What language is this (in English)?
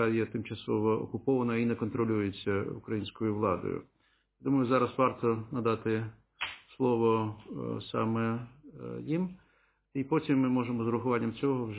Ukrainian